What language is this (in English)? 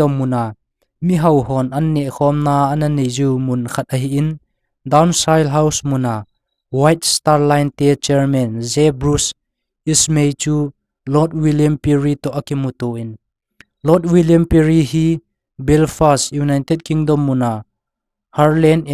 Thado Chin